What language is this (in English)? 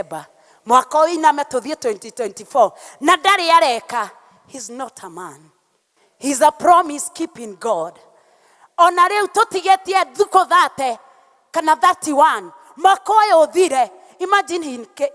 Kikuyu